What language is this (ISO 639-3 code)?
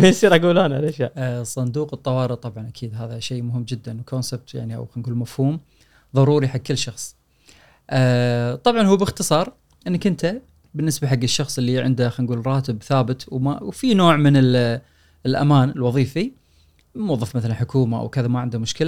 afb